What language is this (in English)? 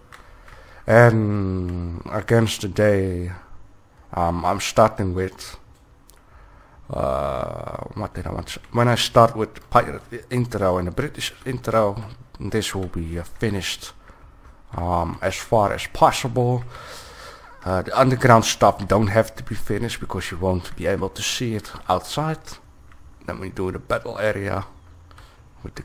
English